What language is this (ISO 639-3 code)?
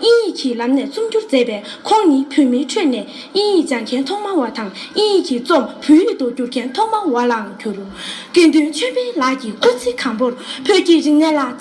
bod